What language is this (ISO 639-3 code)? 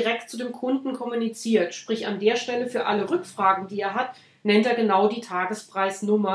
deu